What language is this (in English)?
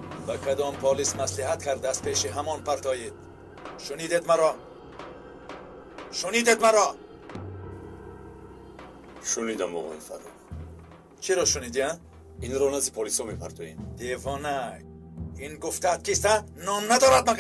Tajik